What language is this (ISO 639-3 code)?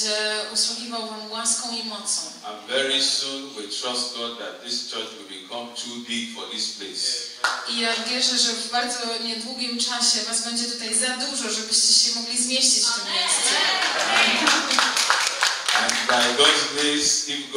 pol